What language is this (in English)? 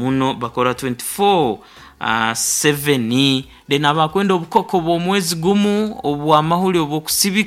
Nyoro